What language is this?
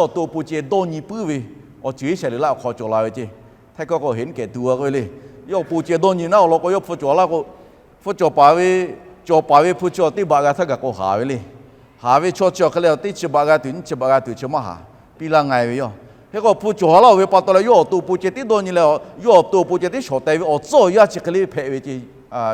Lahu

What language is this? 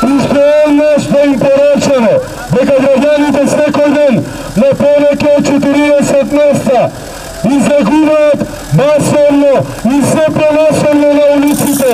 Macedonian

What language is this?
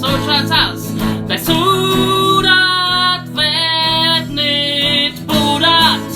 Bavarian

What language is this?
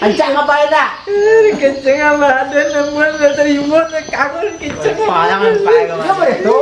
Minangkabau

